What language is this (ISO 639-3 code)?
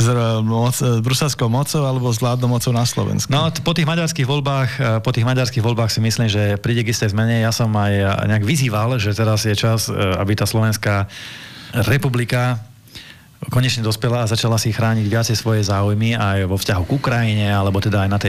slk